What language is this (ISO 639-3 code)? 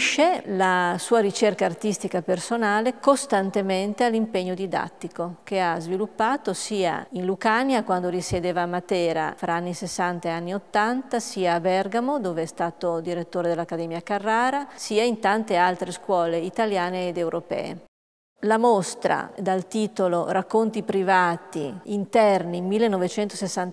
ita